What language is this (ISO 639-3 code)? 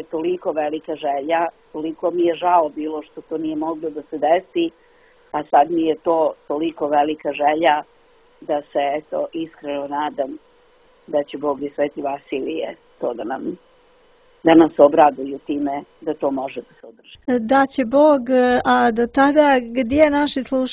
srp